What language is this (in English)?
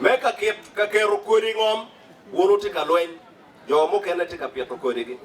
Acoli